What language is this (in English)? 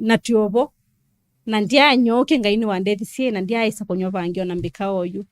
Kamba